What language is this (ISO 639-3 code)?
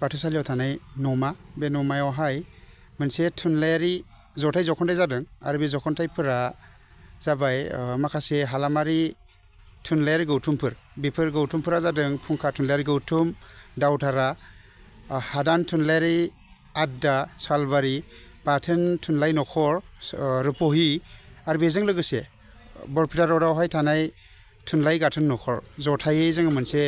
brx